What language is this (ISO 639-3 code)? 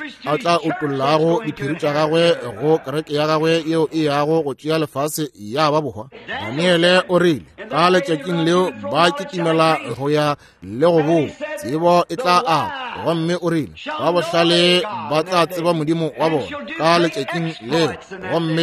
nso